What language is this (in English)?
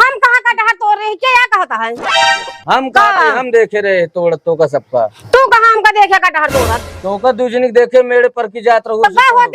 Awadhi